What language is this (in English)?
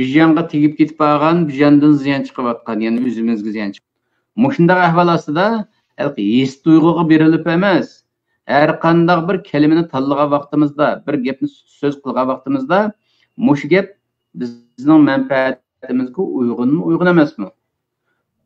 Uyghur